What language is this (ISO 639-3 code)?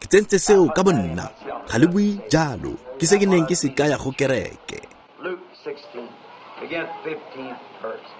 tsn